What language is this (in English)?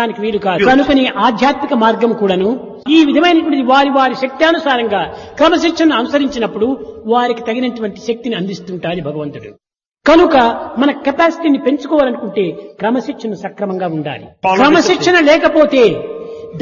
Telugu